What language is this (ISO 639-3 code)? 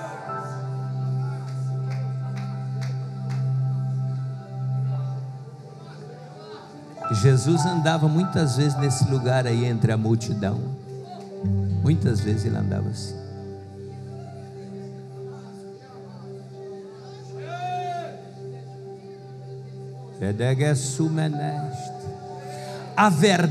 por